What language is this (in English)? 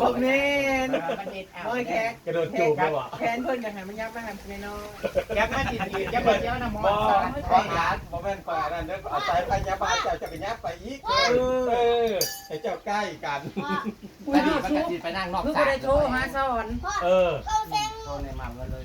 Northeastern Thai